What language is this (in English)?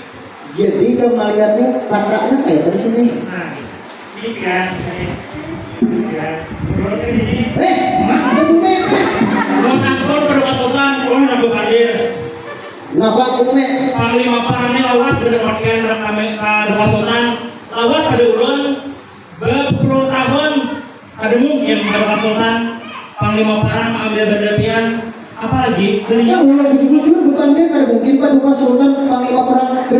Banjar